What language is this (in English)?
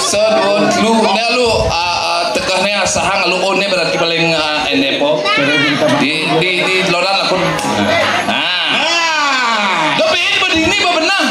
Balinese